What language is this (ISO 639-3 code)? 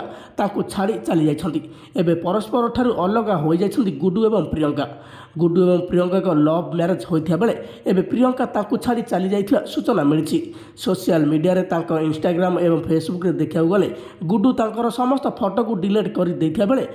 ori